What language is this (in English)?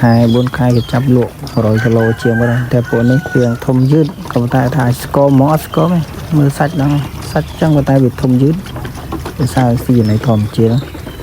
Khmer